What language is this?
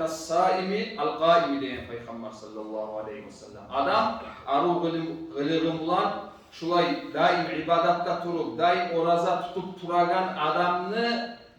Kumyk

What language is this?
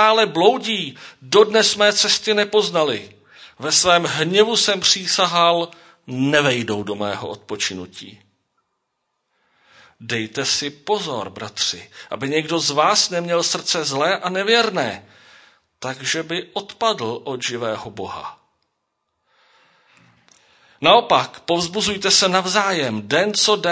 Czech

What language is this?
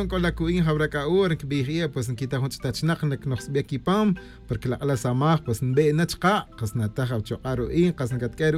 Tz'utujil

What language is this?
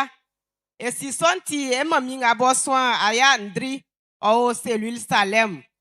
Baoulé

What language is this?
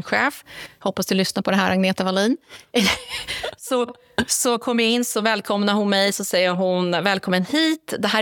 Swedish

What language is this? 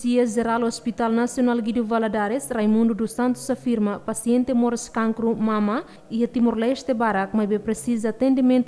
Tetum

